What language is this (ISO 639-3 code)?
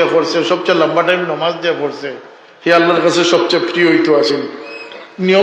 syl